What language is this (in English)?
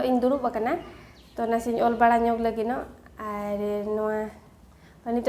Santali